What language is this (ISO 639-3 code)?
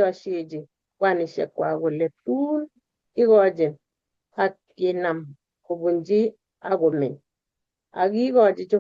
kln